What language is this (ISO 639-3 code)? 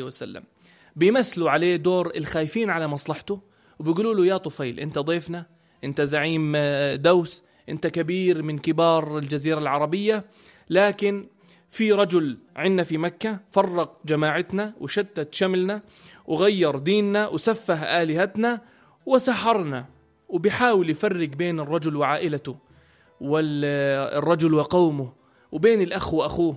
apc